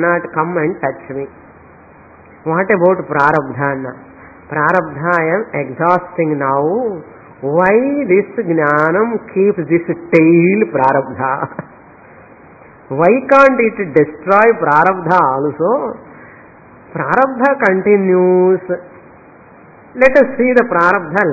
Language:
Telugu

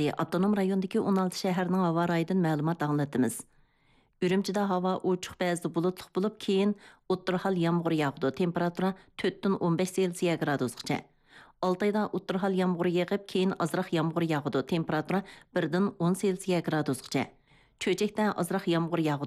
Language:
Uyghur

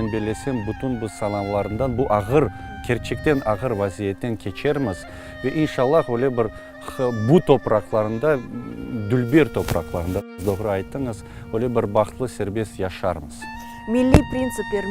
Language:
Crimean Tatar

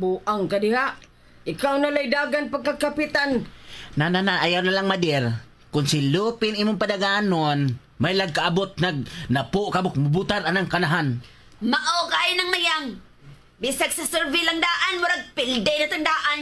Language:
Cebuano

